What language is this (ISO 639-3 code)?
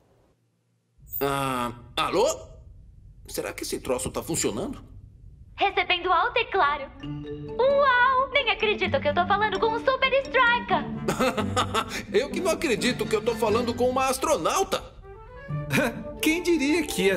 por